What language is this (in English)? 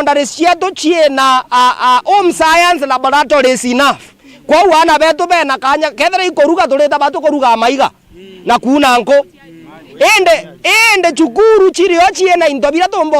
Meru